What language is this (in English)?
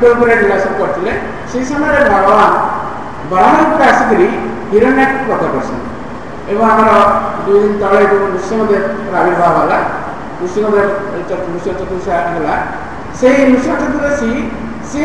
Odia